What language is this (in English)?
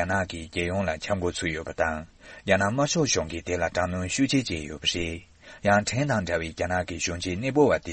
Tibetan